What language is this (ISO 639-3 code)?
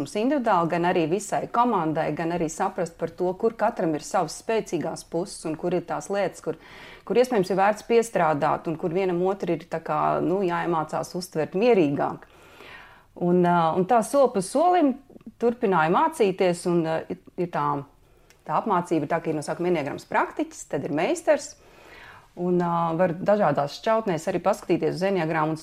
lav